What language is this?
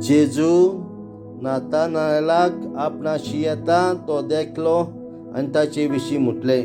Konkani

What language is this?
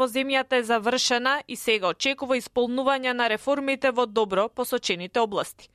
Macedonian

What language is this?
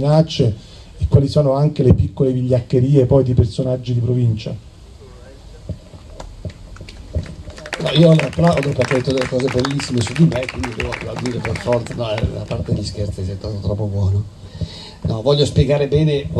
Italian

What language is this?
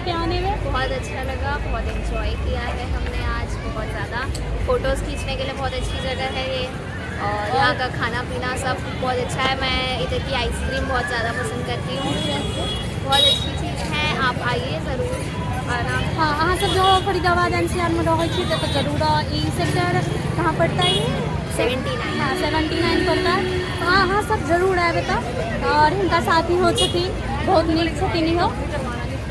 Maithili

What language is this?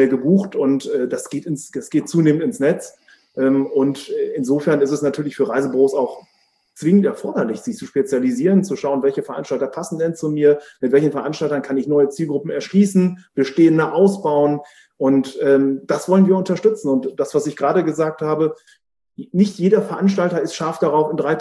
German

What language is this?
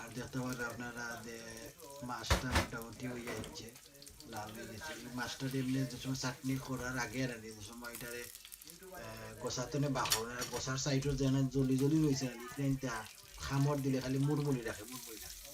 Sylheti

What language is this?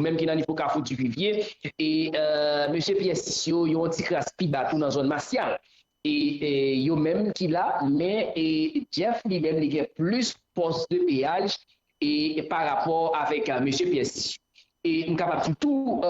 Haitian Creole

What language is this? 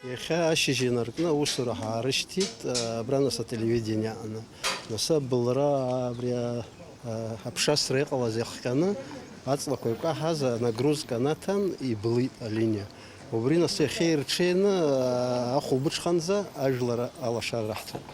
Abkhazian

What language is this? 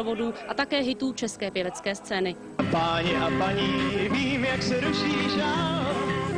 Czech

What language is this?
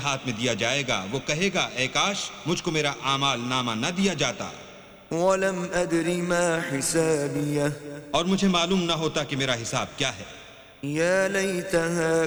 Urdu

